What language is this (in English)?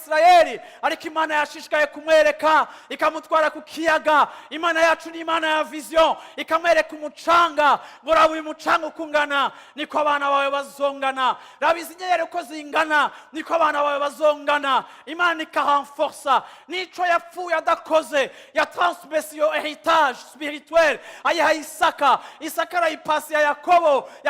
Rundi